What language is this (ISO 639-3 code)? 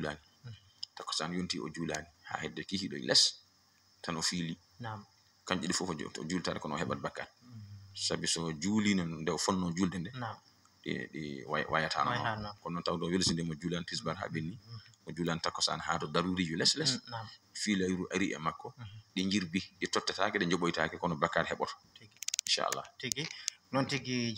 ful